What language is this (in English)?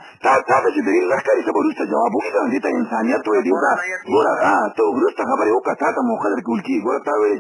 Pashto